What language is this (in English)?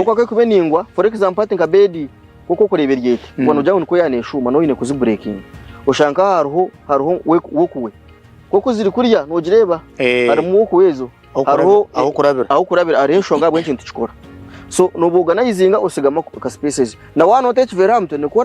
Nyankole